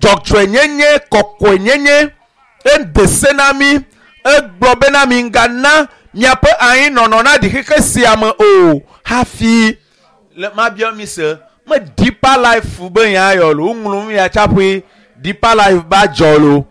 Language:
Ewe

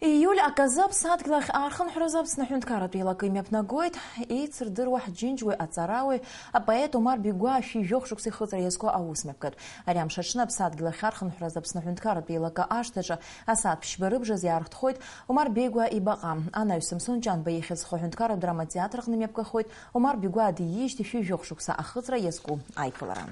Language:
Abkhazian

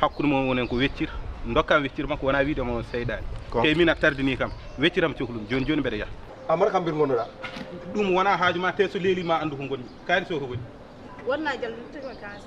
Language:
Fula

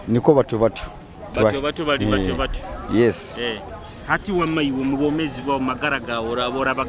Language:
Nyoro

